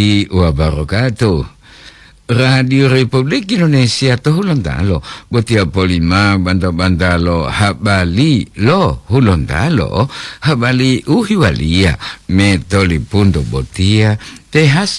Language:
Gorontalo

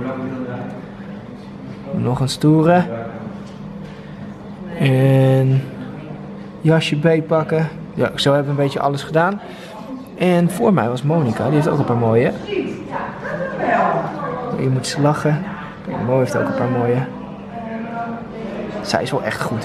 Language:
Dutch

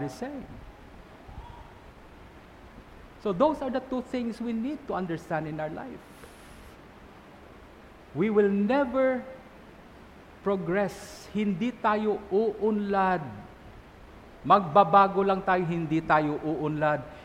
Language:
Filipino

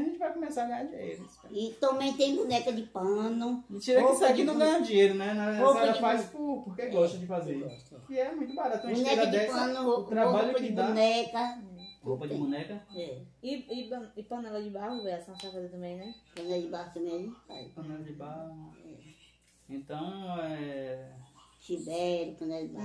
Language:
Portuguese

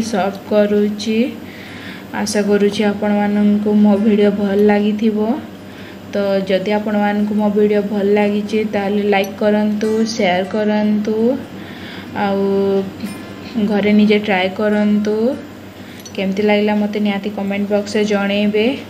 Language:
Odia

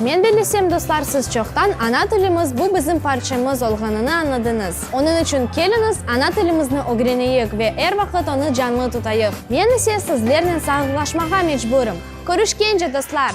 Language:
Crimean Tatar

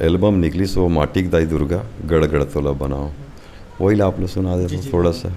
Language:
Chhattisgarhi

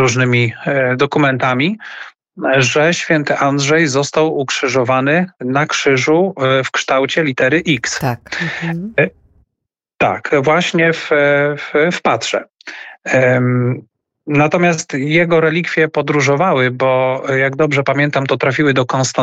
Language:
Polish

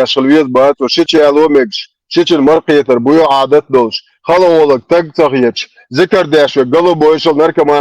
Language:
Chechen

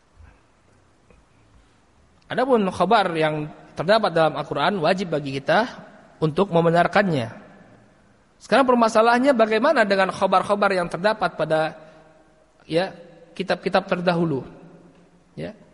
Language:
Indonesian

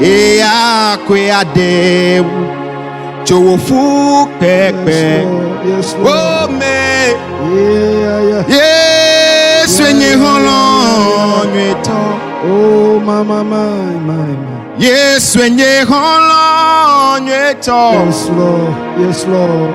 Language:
Ewe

